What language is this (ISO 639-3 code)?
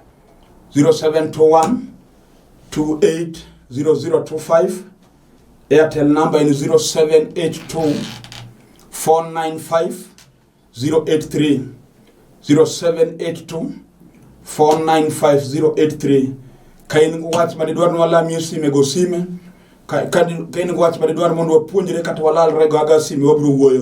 luo